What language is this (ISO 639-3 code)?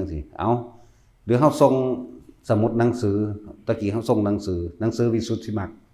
tts